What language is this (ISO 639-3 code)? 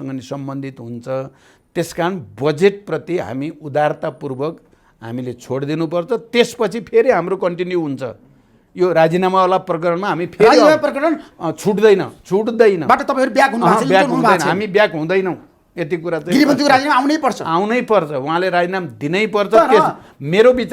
nep